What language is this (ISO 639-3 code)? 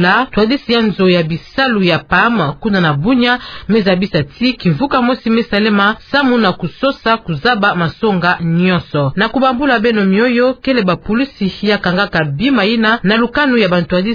ktu